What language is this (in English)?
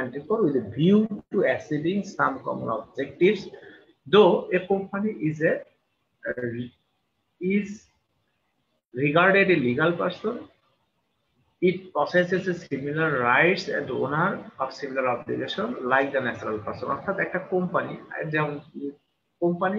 Bangla